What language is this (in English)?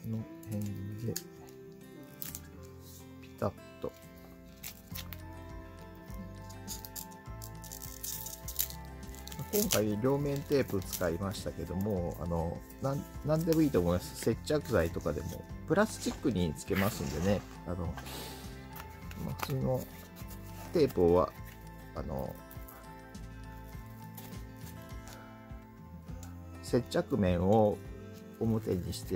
Japanese